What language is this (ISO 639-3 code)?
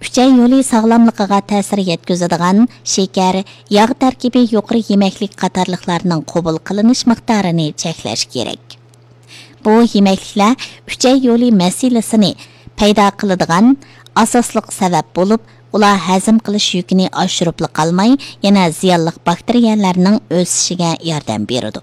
uig